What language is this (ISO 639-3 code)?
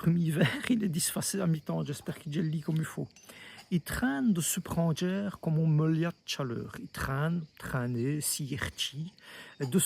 wln